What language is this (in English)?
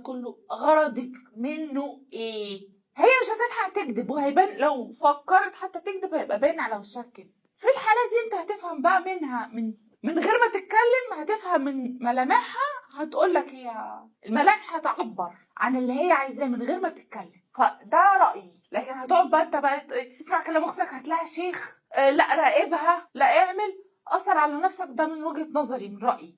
Egyptian Arabic